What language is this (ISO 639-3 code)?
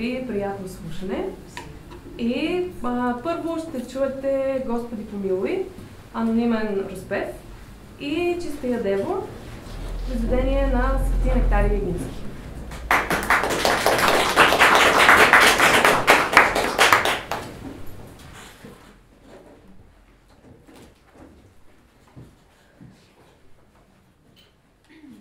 bul